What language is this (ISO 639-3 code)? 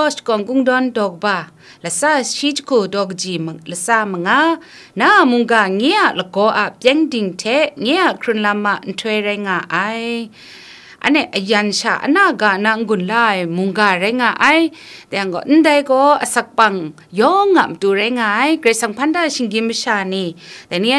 kac